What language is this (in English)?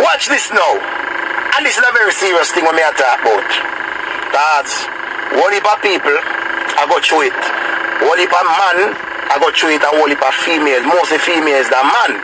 Jamaican Creole English